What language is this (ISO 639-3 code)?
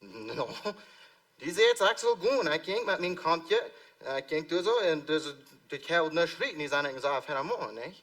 pdt